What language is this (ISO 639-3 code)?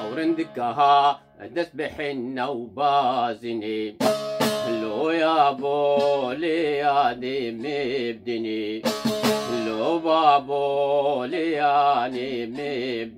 kur